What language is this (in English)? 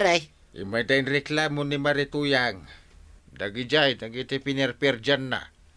Iloko